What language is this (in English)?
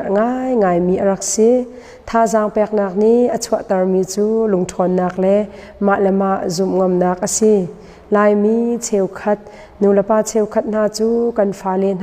Hakha Chin